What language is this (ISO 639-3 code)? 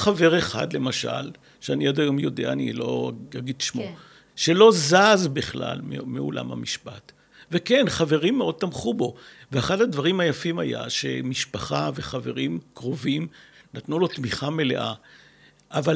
heb